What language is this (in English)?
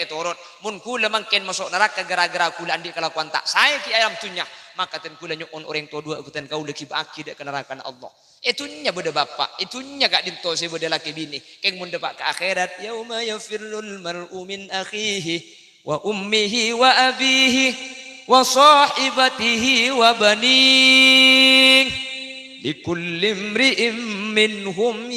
Madurese